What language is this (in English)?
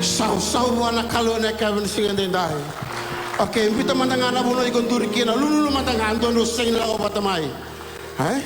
Fijian